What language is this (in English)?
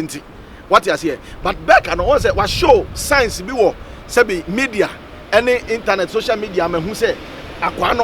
Akan